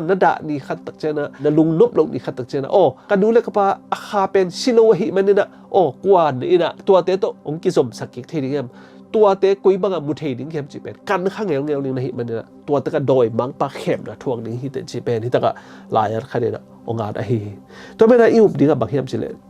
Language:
Tedim Chin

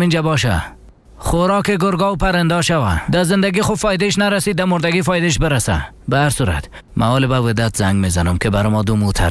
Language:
Persian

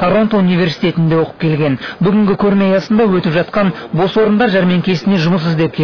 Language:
Kazakh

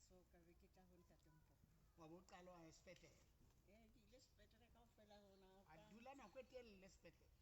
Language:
Southern Sotho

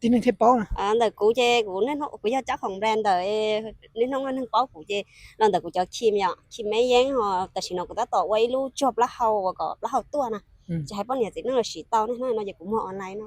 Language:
Hmong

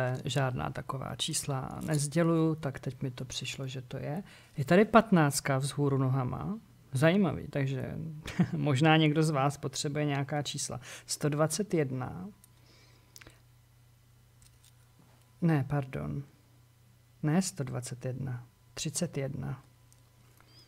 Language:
Czech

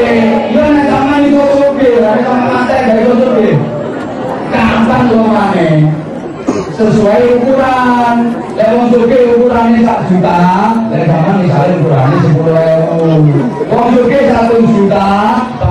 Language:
Javanese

